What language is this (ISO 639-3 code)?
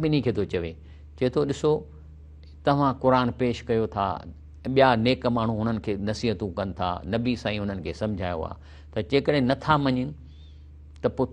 snd